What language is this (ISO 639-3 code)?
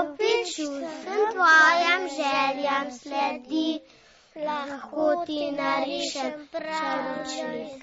slv